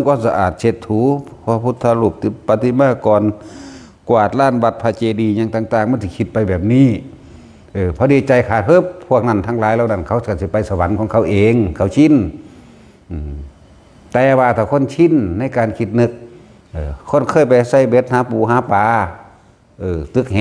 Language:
Northeastern Thai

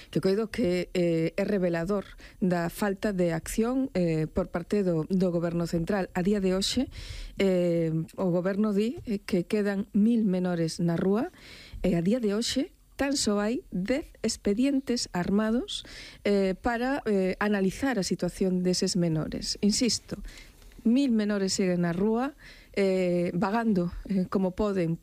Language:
Galician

